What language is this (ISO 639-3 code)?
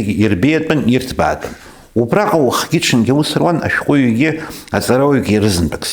abk